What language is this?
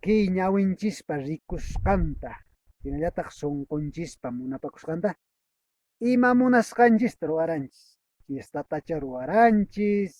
Quechua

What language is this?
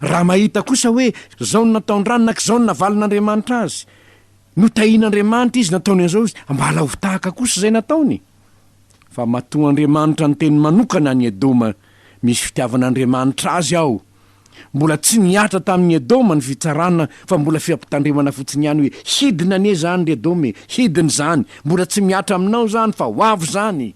Malagasy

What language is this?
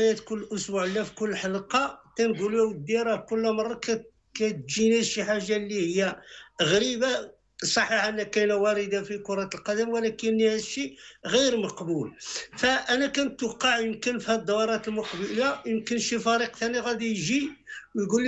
Moroccan Arabic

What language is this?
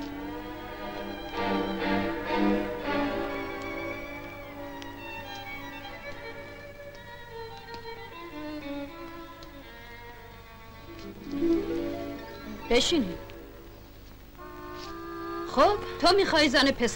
Persian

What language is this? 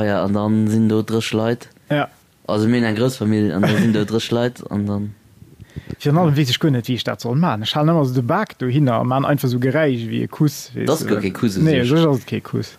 Luxembourgish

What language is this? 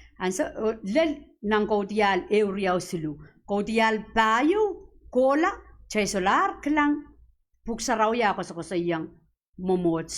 Pohnpeian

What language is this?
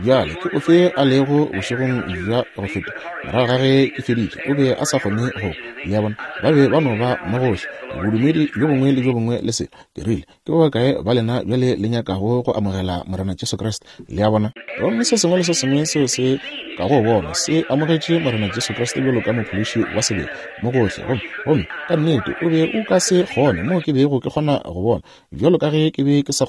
Northern Sotho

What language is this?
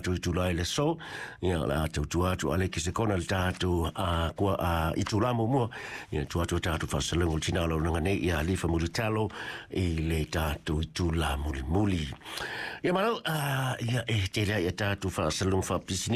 Samoan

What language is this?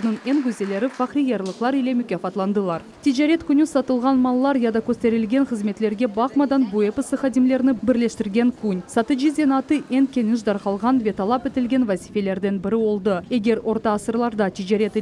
Crimean Tatar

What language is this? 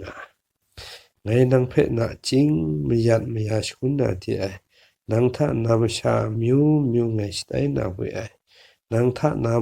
Kachin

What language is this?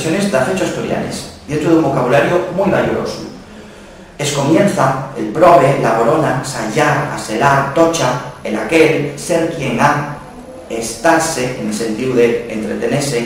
Asturian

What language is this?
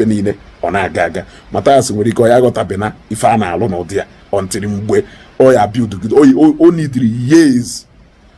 Igbo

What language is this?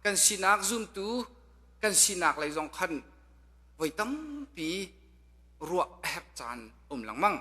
Hakha Chin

